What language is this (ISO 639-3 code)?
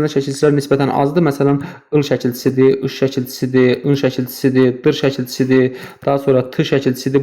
aze